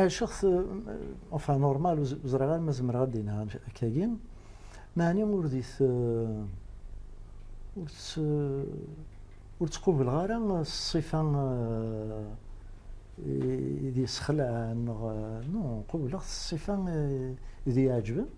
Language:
Kabyle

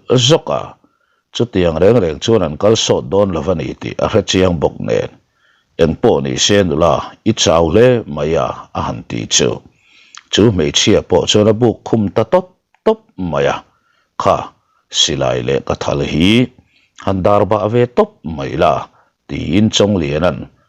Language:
Mizo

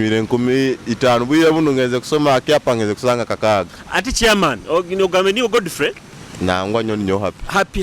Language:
Nyoro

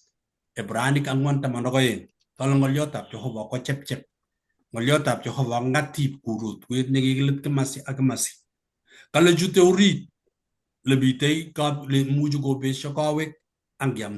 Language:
Kalenjin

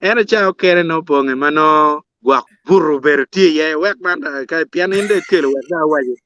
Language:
Acoli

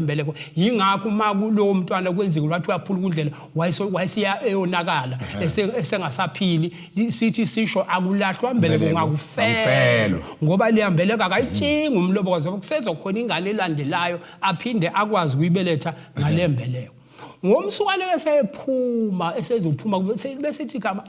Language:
Zulu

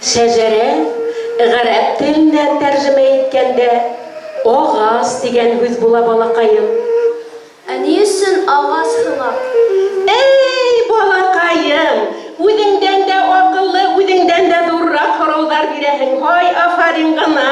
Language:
Bashkir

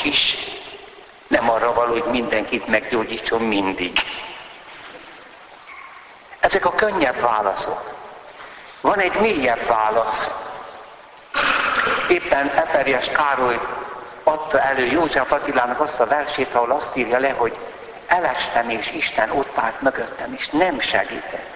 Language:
Hungarian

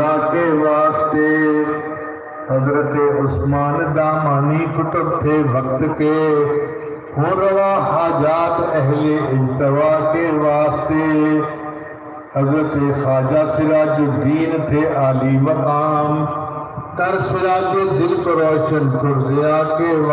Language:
Saraiki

